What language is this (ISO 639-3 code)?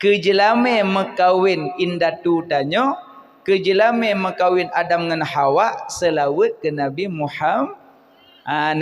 ace